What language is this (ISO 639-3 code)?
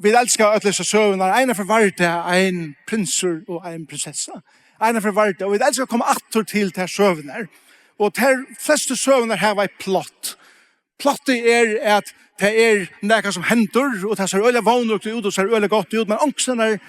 fao